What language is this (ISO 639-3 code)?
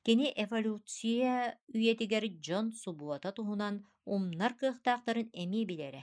sah